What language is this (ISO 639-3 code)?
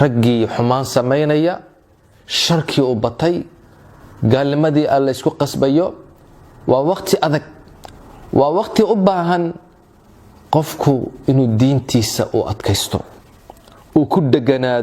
som